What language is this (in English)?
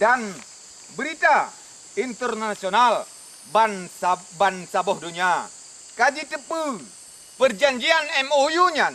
Achinese